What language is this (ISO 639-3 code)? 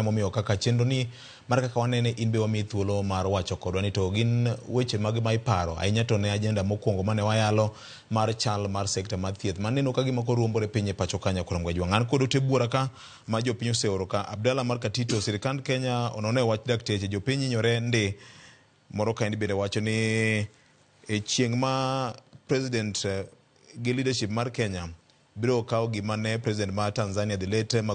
luo